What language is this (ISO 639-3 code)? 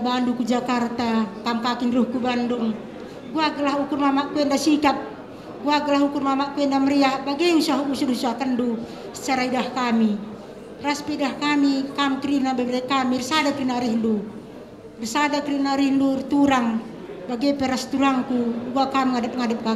btx